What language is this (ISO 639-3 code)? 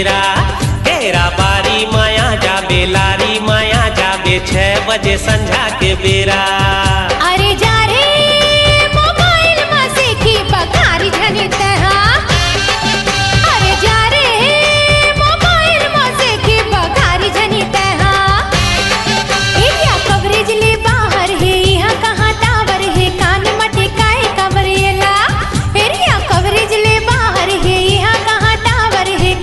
hne